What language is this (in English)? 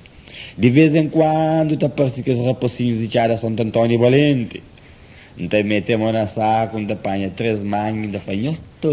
Kabuverdianu